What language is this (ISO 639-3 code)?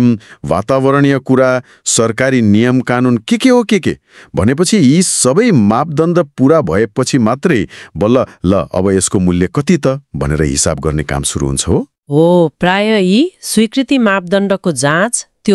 nep